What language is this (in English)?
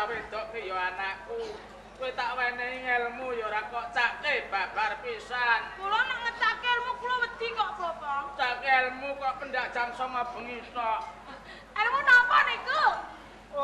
Javanese